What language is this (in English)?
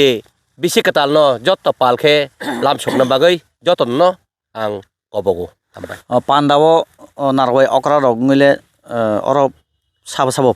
Kok Borok